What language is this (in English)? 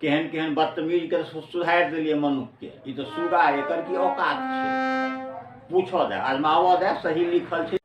Maithili